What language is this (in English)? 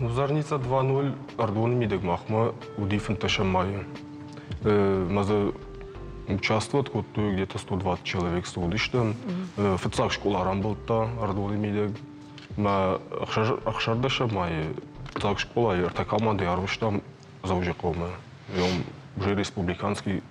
Ossetic